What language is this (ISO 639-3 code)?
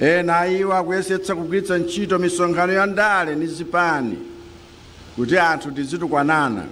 nya